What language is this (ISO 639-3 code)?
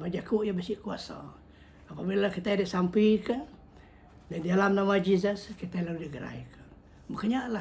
iba